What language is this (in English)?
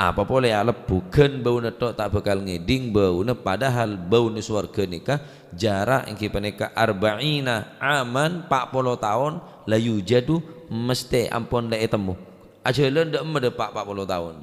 Madurese